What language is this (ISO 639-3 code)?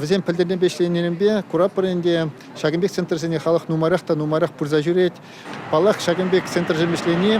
chv